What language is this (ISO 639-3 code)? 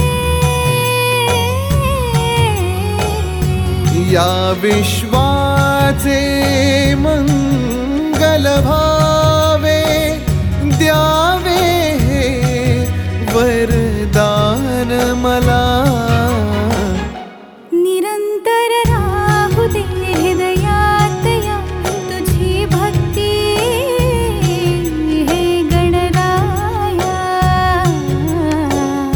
mar